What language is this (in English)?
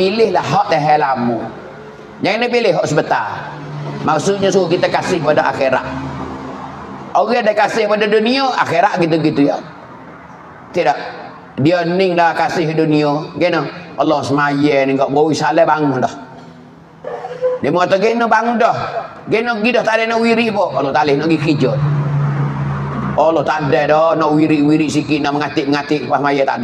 Pattani Malay